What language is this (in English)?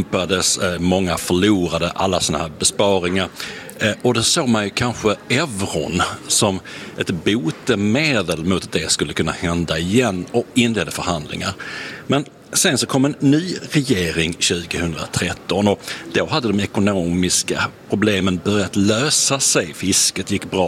Swedish